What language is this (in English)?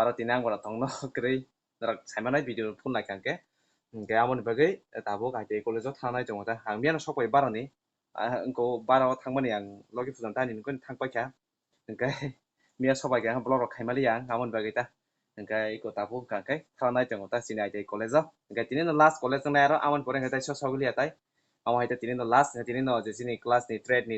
Kok Borok